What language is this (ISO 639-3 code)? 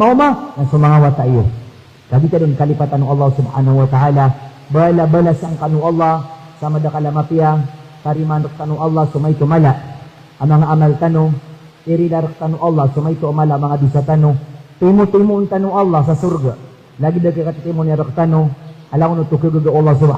mrw